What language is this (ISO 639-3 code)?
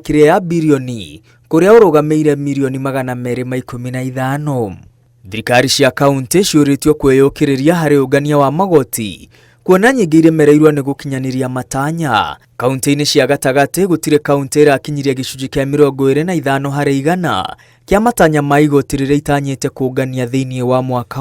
kik